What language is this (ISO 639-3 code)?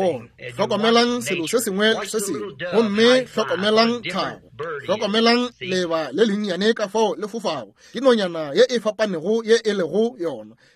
nso